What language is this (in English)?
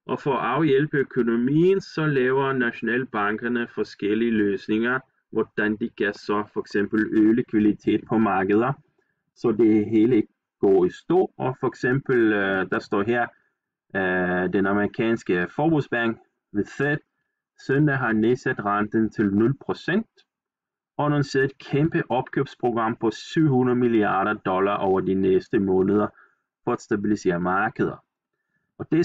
Danish